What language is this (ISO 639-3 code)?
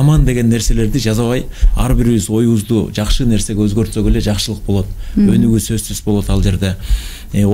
kir